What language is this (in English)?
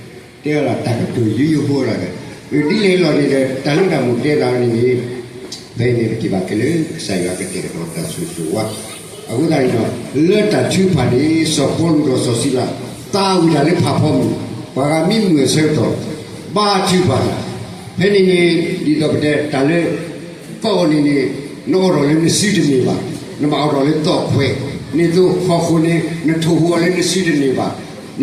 S'gaw Karen